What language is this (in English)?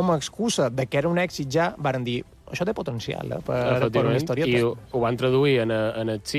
Catalan